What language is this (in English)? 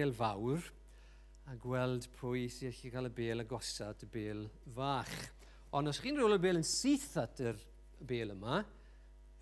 Welsh